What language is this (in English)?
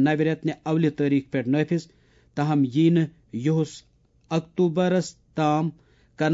Kashmiri